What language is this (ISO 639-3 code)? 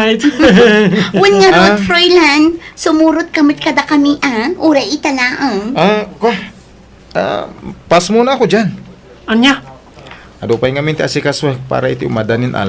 ilo